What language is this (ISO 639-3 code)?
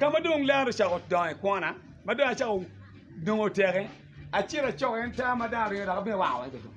ach